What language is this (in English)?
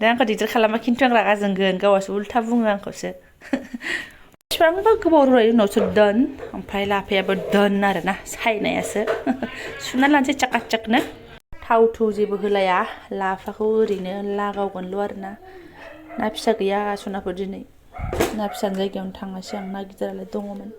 Bodo